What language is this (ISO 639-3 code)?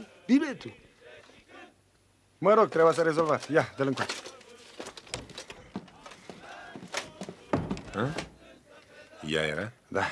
ron